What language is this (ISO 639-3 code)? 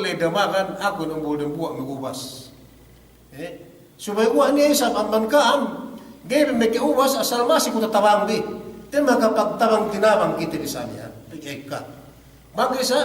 yka